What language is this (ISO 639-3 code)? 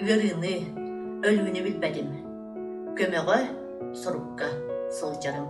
sah